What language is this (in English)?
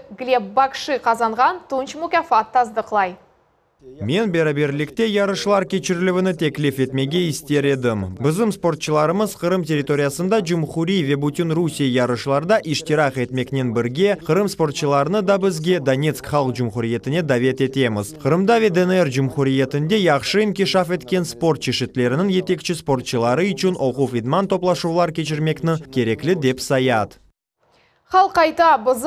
Crimean Tatar